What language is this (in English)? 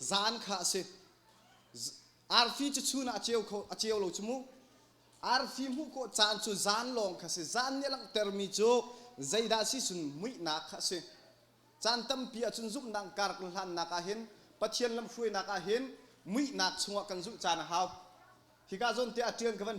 Hakha Chin